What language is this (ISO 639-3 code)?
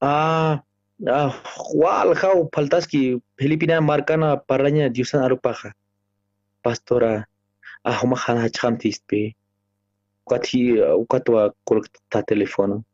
aym